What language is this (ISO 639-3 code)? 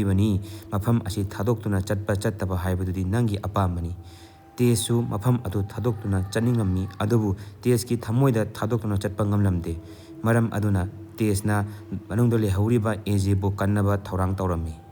mni